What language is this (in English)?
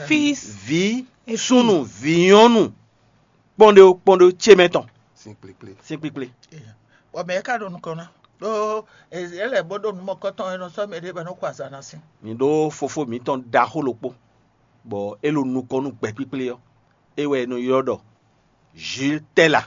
Fon